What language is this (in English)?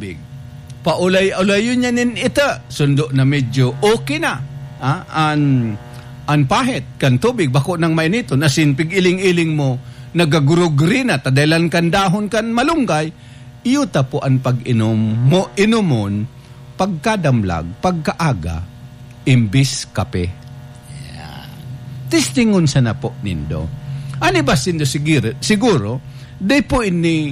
Bikol